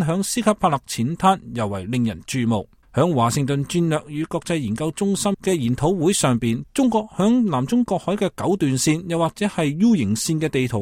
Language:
Cantonese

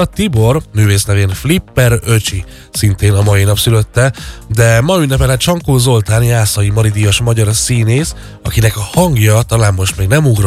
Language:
Hungarian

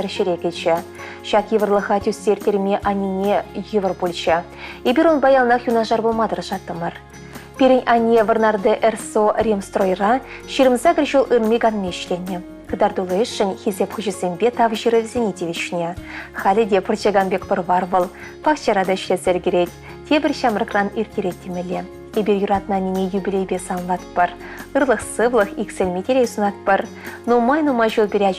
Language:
Chuvash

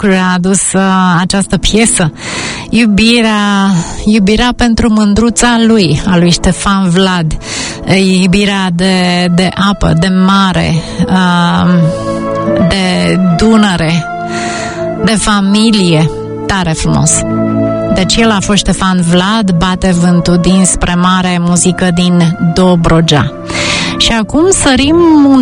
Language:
Romanian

